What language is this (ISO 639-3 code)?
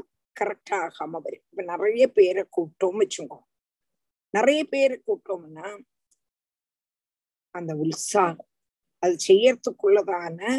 tam